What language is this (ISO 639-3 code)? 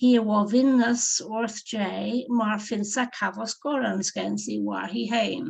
cor